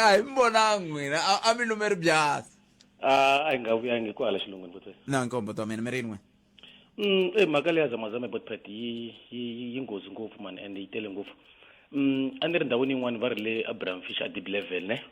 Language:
Tsonga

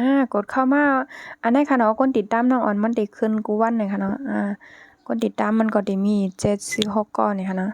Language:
Shan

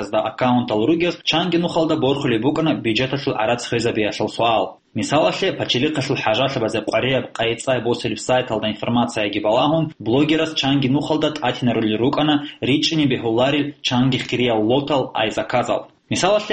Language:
Avaric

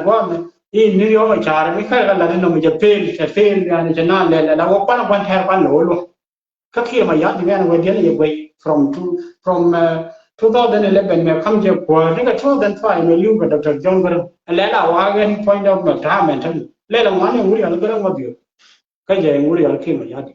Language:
Nuer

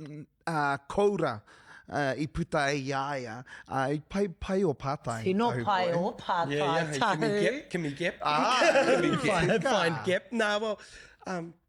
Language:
Māori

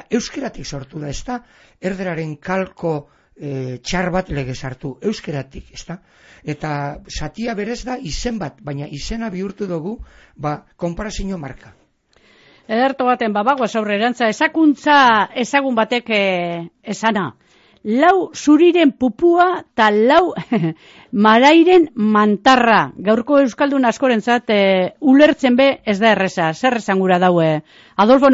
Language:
Basque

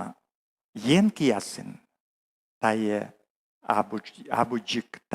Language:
Komi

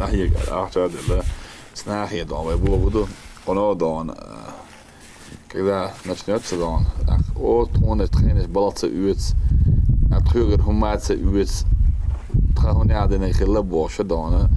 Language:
Chechen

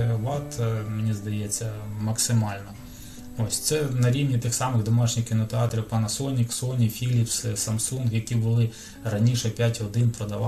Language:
Ukrainian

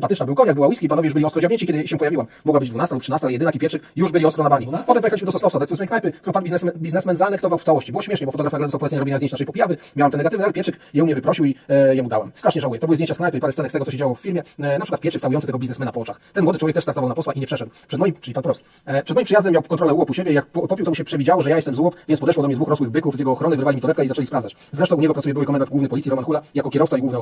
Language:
Polish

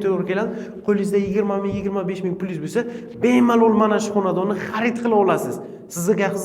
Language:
Uzbek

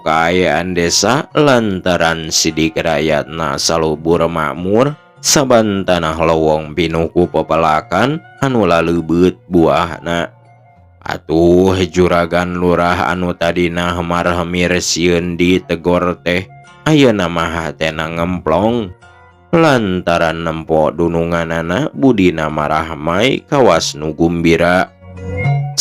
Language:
Sundanese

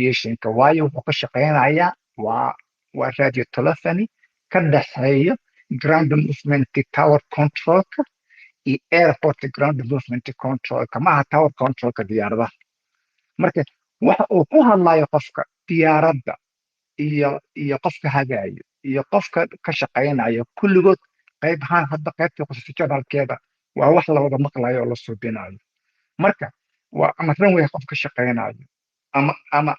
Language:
Somali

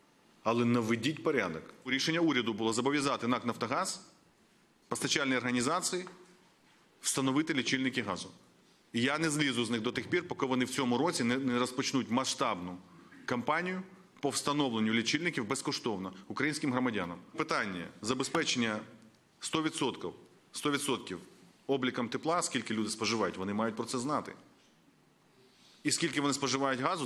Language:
Ukrainian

